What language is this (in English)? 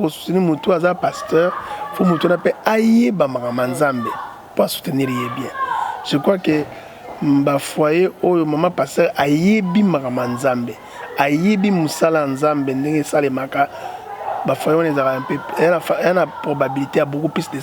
Lingala